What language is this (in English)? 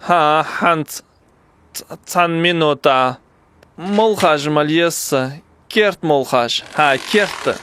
Ingush